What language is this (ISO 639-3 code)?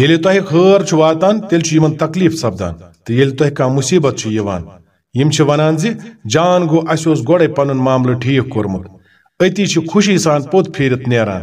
kas